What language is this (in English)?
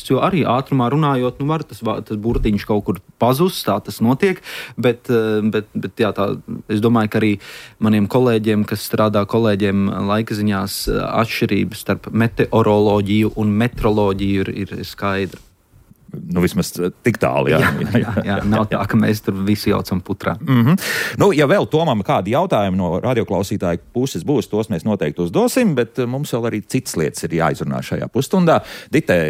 Latvian